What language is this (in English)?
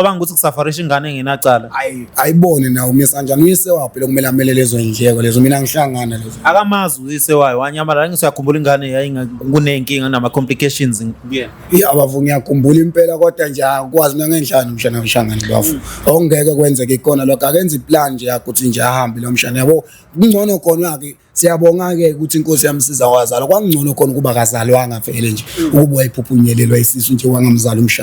Zulu